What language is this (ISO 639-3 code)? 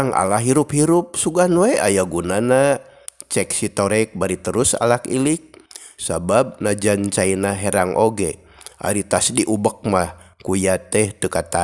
sun